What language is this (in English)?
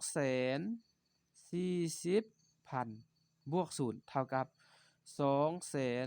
Lao